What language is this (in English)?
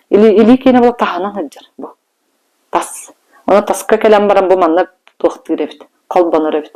Yakut